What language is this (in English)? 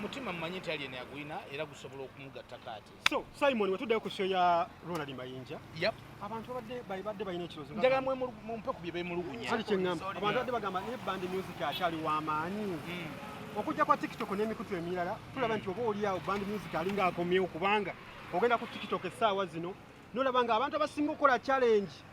Ganda